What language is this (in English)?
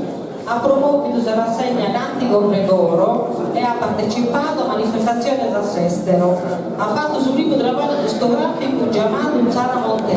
Sardinian